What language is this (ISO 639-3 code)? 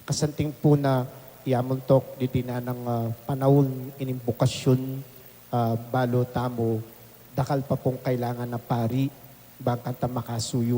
pam